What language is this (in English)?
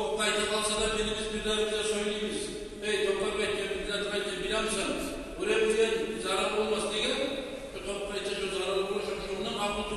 Kumyk